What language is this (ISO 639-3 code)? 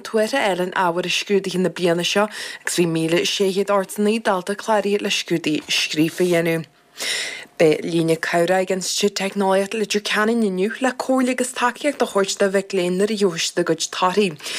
gle